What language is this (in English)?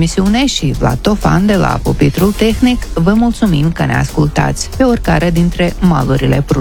Romanian